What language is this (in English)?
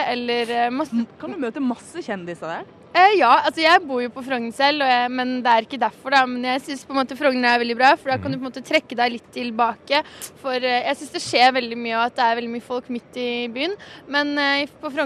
Norwegian